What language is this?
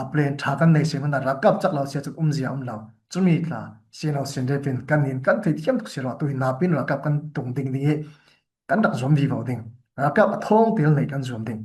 Falam Chin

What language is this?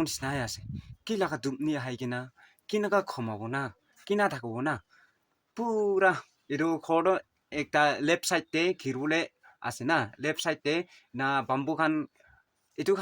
Naga Pidgin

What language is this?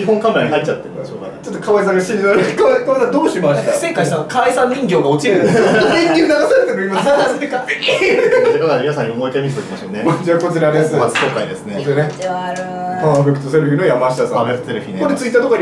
Japanese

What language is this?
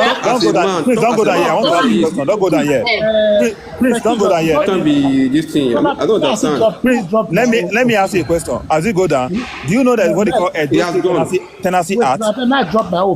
Nigerian Pidgin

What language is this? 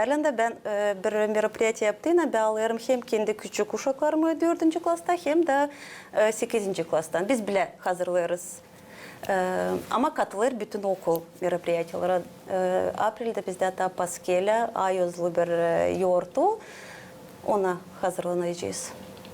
Gagauz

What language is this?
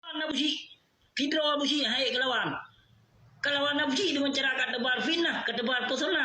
Achinese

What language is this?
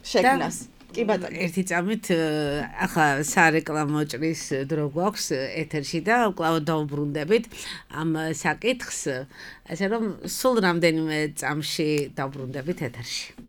Georgian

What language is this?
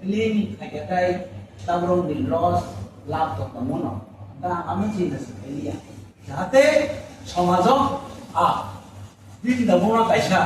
Kok Borok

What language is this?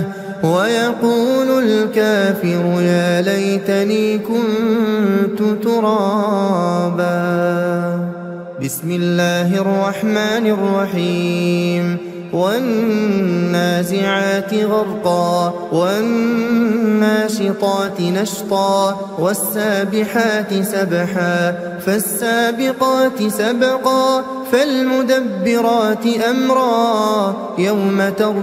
Arabic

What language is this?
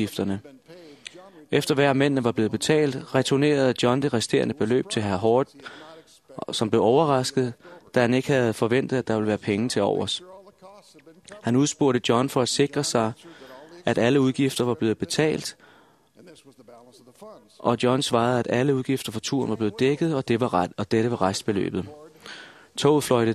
Danish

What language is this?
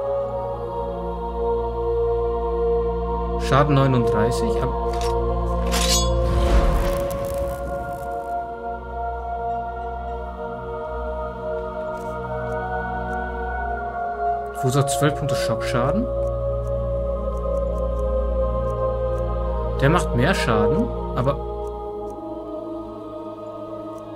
German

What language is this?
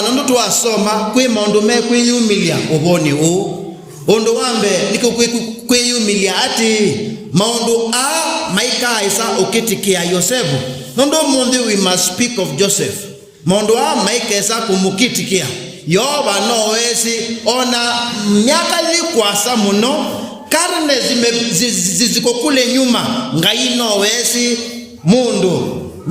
Kamba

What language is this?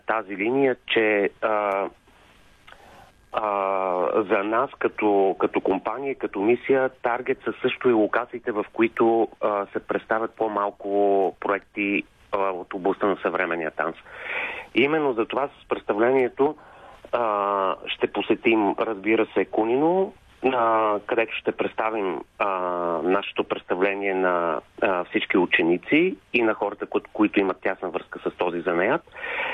Bulgarian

